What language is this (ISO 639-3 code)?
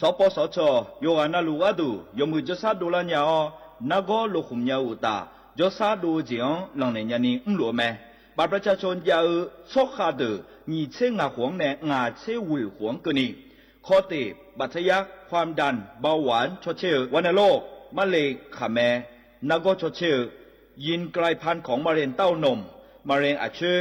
ahk